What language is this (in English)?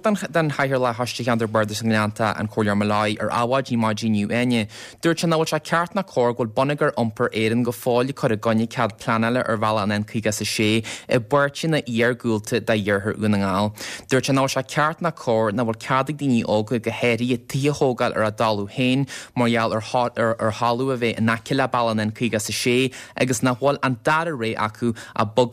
Irish